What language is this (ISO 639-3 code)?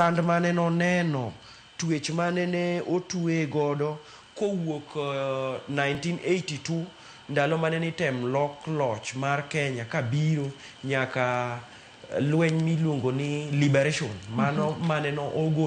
luo